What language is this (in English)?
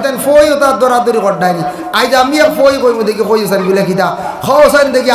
Sylheti